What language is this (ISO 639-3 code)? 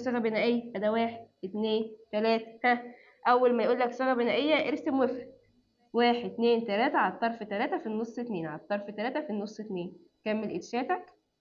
arz